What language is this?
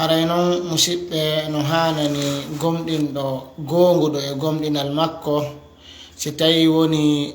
Fula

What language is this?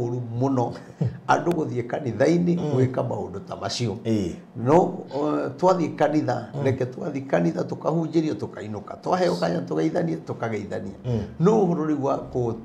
Kikuyu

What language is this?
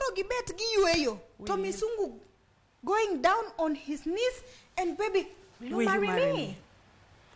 Luo (Kenya and Tanzania)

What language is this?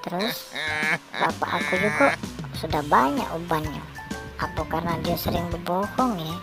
Musi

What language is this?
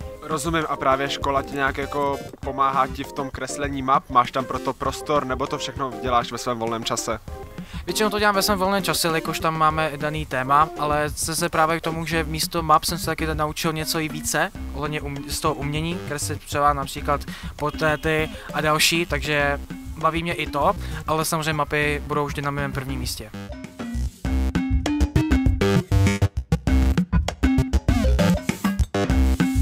Czech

